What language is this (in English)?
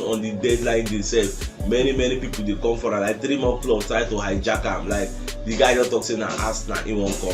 Nigerian Pidgin